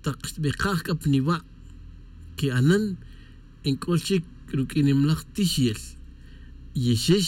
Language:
Tz'utujil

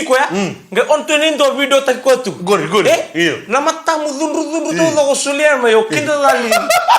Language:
Fijian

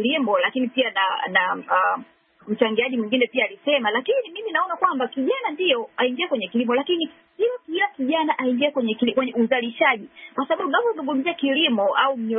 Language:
Swahili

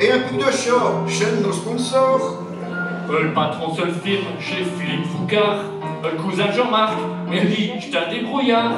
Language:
Picard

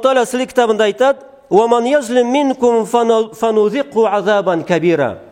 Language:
Karachay-Balkar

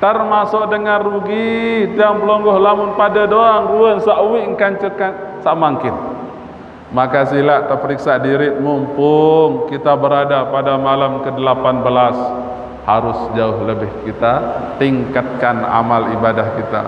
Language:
Sasak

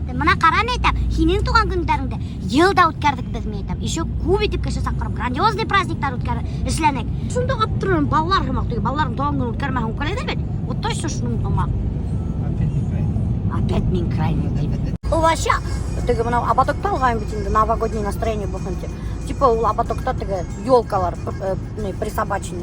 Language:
Bashkir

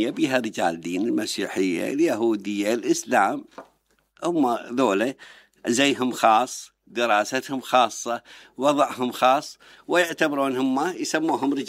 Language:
Mesopotamian Arabic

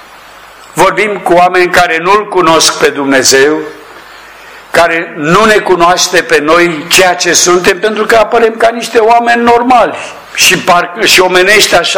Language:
Romanian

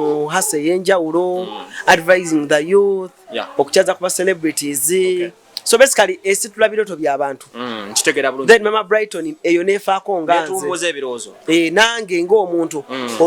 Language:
Ganda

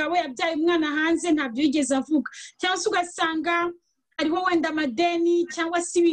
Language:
Kinyarwanda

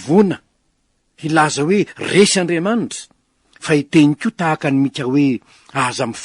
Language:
Malagasy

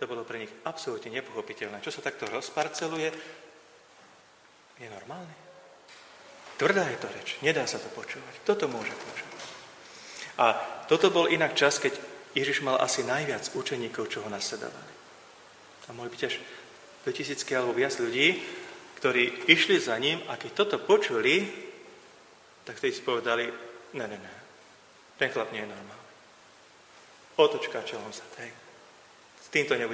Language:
Slovak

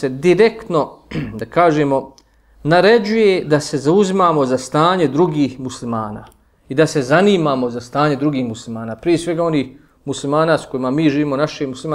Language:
Bosnian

